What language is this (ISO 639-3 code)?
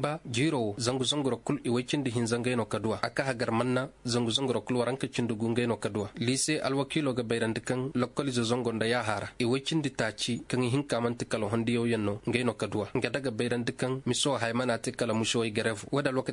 ses